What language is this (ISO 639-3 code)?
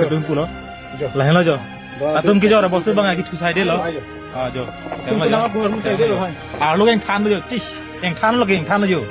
mjw